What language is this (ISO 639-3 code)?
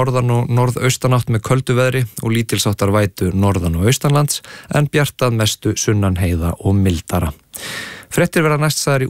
isl